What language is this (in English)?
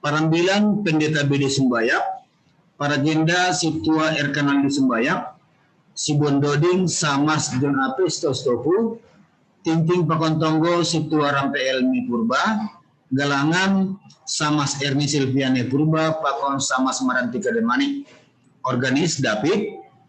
Batak Simalungun